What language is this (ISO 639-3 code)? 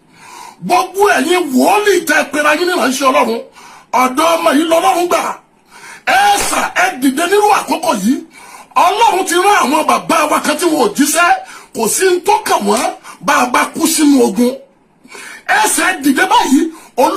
yor